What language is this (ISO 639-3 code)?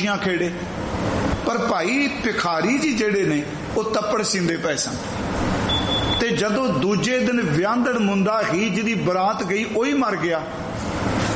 pan